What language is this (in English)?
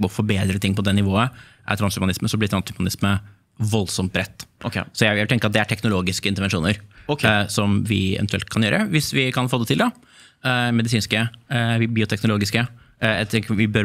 Norwegian